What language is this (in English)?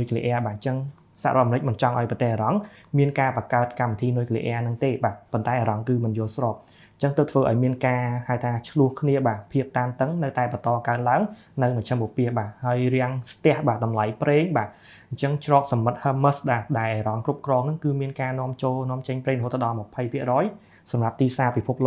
Khmer